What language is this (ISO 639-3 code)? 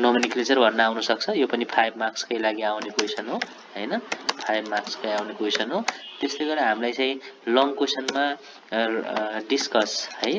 nep